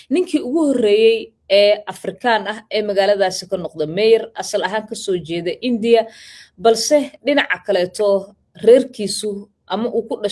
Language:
Somali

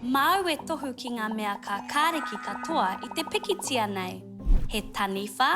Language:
Māori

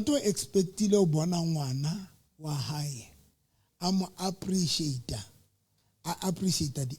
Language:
Southern Sotho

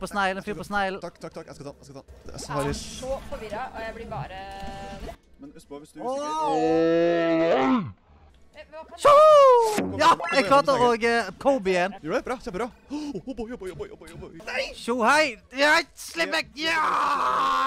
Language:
Norwegian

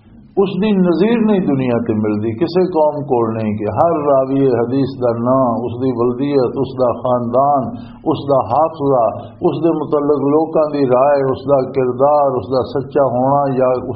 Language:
Western Panjabi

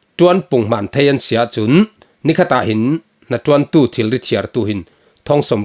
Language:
Falam Chin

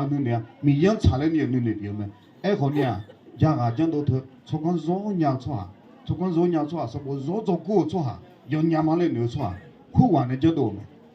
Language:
Akha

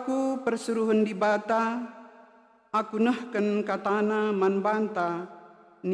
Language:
Batak Karo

